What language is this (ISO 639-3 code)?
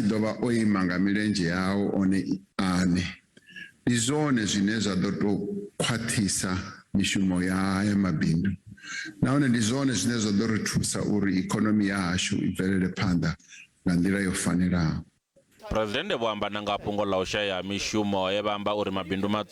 ven